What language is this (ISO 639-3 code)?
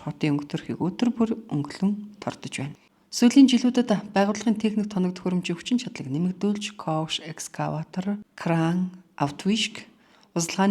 mon